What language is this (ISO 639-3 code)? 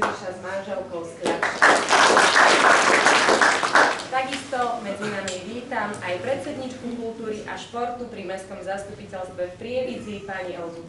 slk